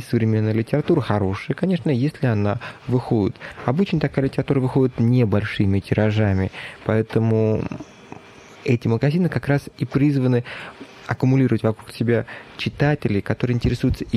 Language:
Russian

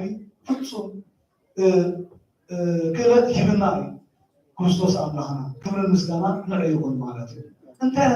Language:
Tigrinya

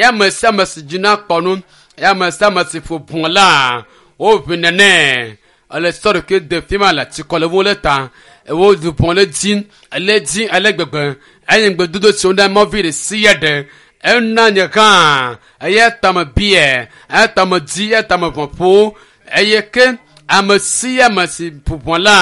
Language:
Ewe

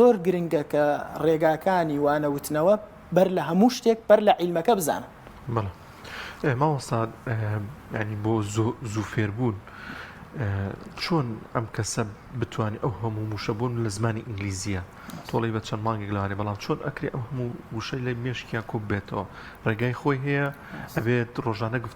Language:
Central Kurdish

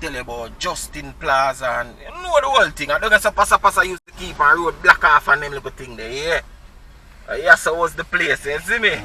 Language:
Jamaican Creole English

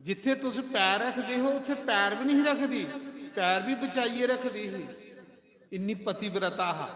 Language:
Dogri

